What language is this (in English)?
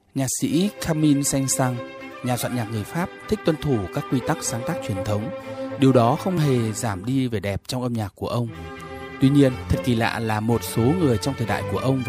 Vietnamese